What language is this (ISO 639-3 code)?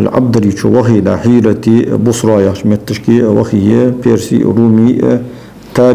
inh